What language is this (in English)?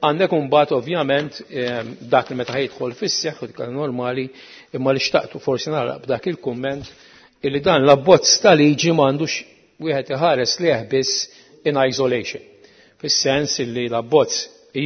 Maltese